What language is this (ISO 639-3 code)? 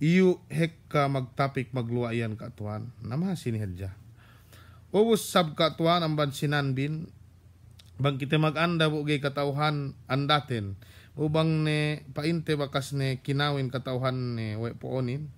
yka